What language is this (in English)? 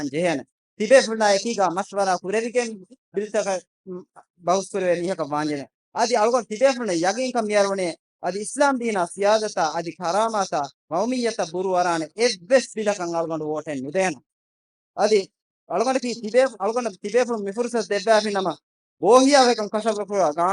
Divehi